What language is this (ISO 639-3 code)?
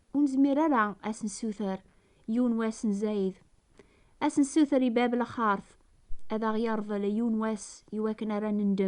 kab